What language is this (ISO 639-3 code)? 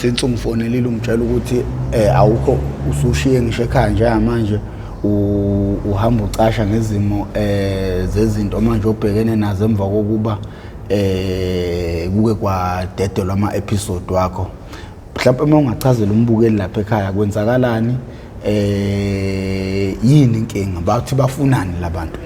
zul